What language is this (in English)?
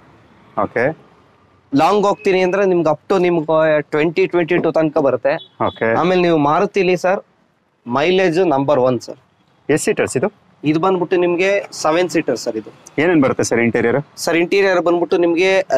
Kannada